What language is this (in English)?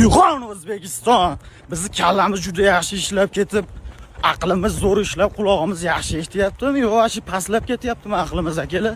Uzbek